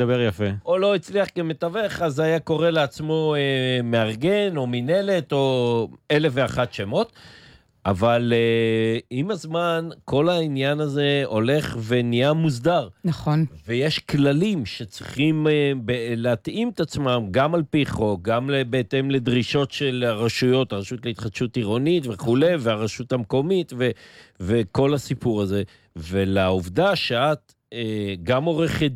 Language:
Hebrew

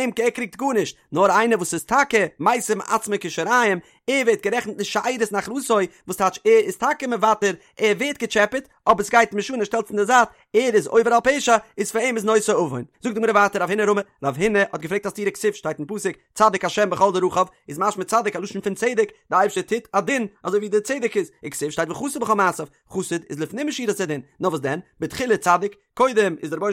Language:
Yiddish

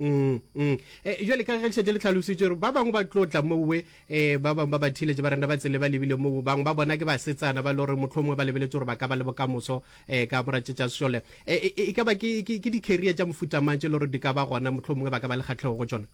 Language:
Northern Sotho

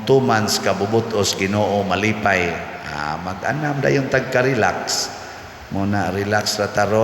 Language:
Cebuano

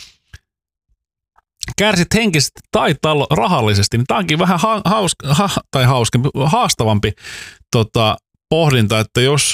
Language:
Finnish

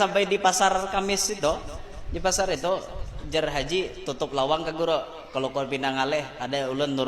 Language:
Banjar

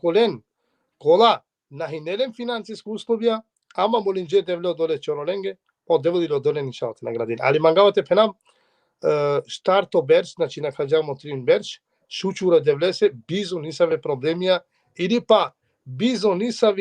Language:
Balkan Romani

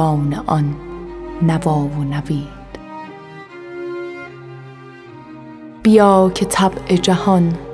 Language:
Persian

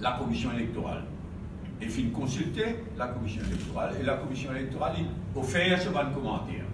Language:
Morisyen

